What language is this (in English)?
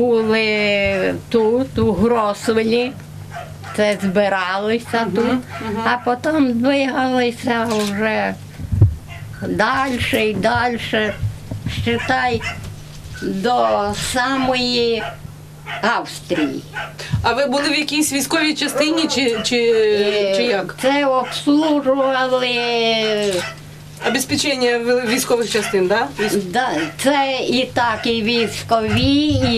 Ukrainian